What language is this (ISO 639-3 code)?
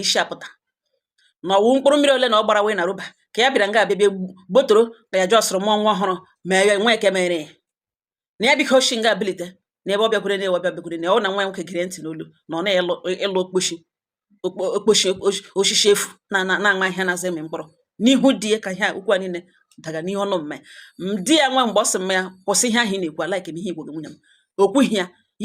ibo